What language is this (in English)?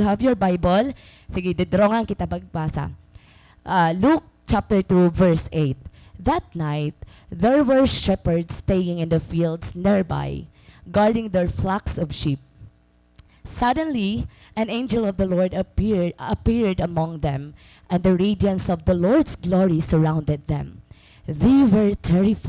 Waray